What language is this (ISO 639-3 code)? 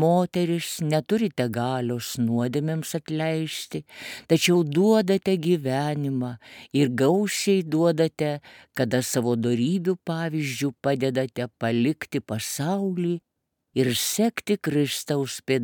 lit